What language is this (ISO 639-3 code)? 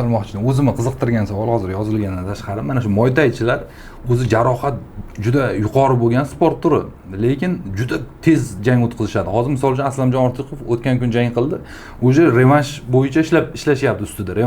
uzb